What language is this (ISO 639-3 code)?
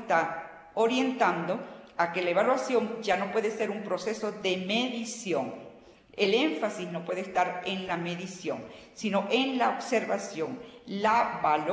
spa